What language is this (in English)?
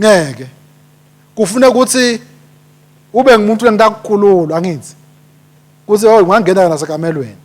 Swati